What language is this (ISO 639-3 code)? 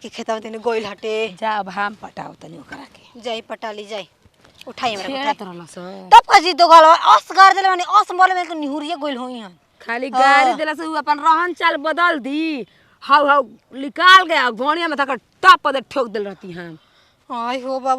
bho